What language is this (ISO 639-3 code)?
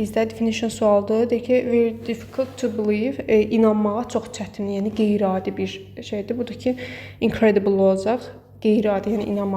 aze